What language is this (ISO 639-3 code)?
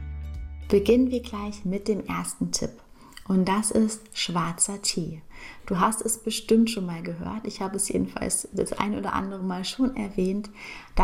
deu